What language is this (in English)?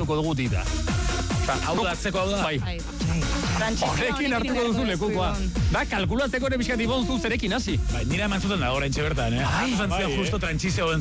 Basque